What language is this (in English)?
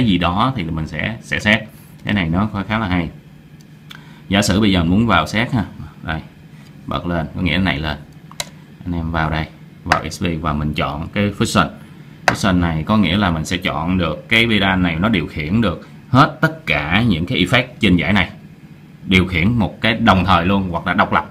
Vietnamese